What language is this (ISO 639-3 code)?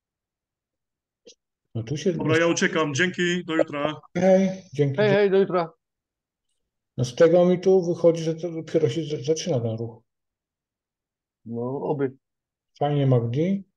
pol